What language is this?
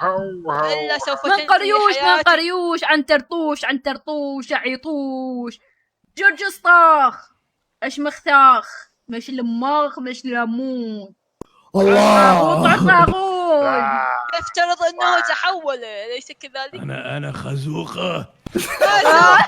Mesopotamian Arabic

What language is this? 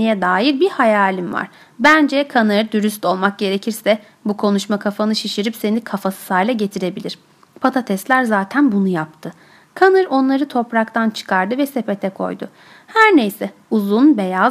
Turkish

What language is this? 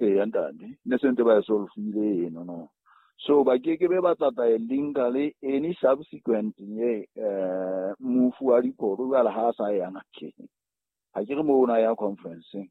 Southern Sotho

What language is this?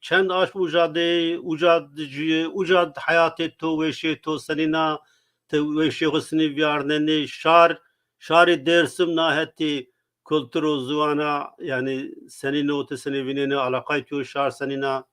Zaza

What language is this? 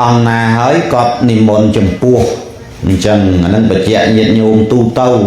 Khmer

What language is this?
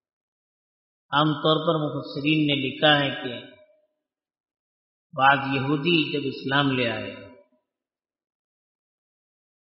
Urdu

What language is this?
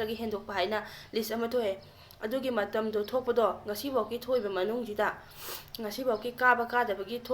Manipuri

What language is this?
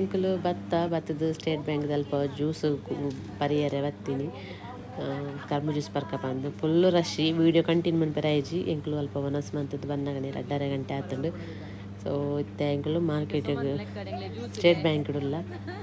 Tulu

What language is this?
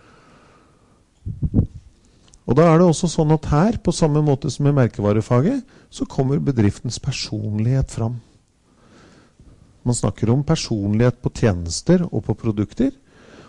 Norwegian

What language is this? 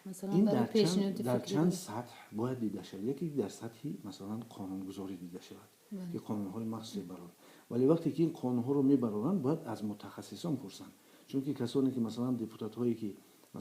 Tajik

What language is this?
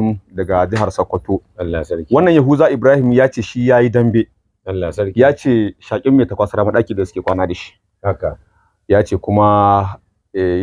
Hausa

